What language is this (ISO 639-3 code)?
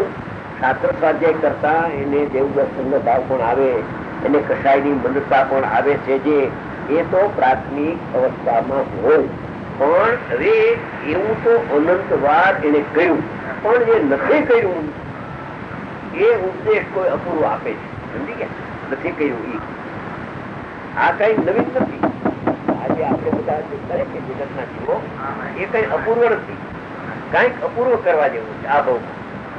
guj